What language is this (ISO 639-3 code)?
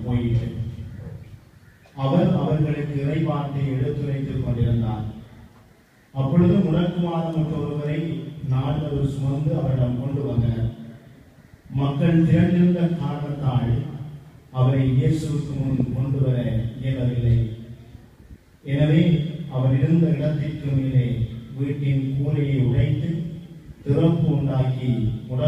tam